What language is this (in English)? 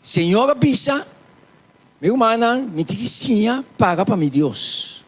Papiamento